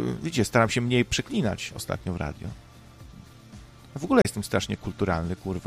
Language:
Polish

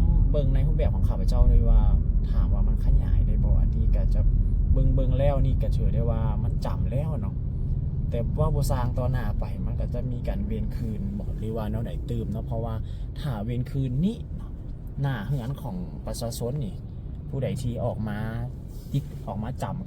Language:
Lao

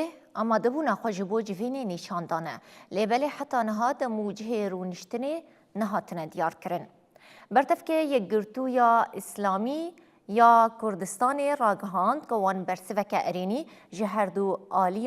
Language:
Kurdish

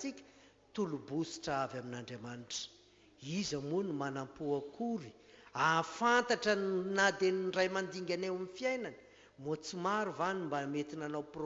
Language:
Malagasy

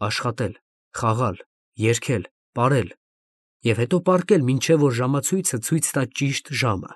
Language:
Armenian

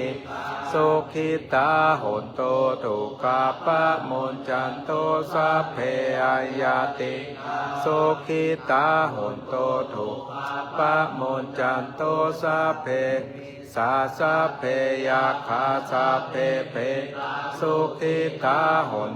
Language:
Pali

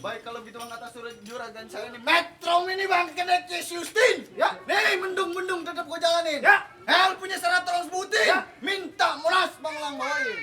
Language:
Betawi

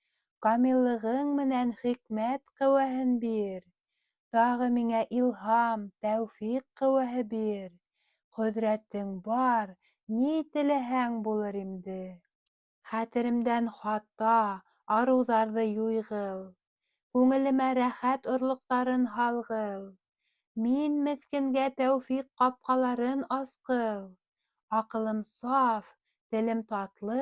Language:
Bashkir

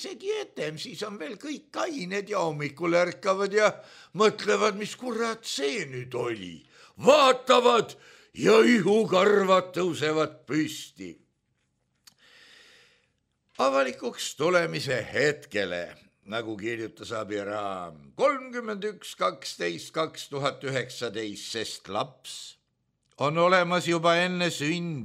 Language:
Estonian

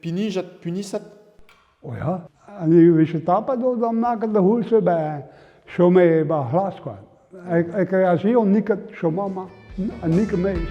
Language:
Breton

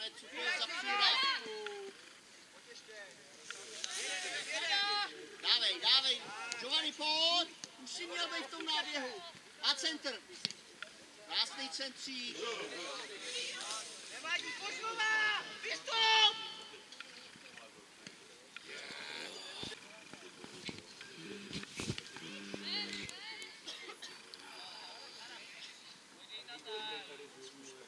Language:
Czech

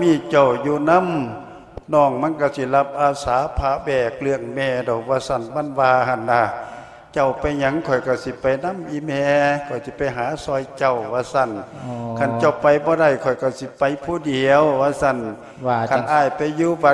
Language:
Lao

